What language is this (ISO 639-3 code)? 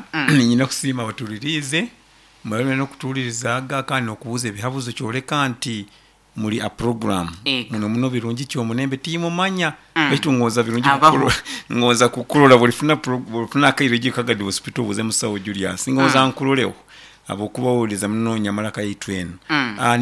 nyo